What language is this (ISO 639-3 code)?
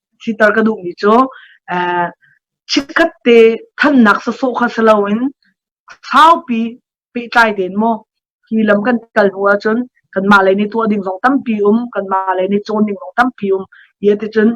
cnh